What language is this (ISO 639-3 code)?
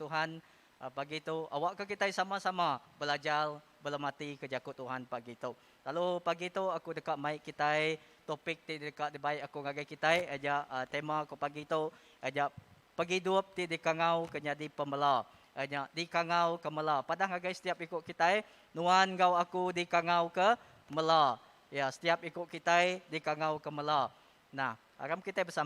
iba